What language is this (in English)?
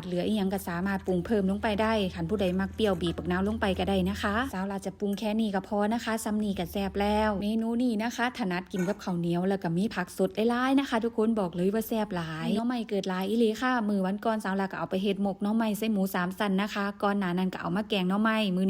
Northeastern Thai